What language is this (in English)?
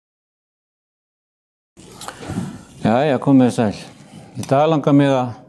Icelandic